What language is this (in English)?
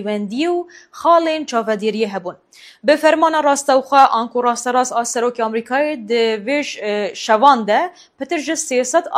Kurdish